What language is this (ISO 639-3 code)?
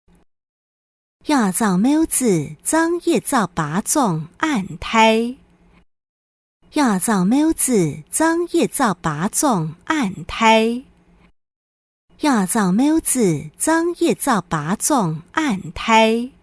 hak